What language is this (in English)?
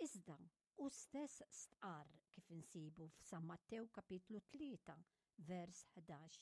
Maltese